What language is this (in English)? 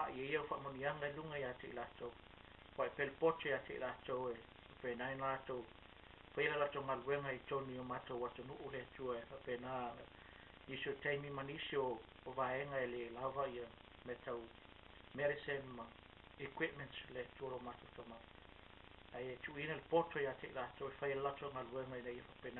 Samoan